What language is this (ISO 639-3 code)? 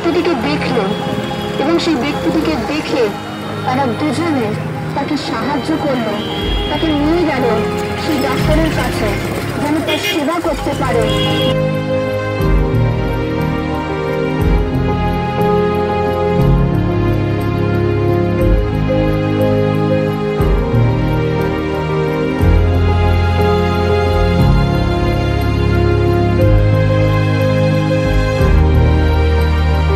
ben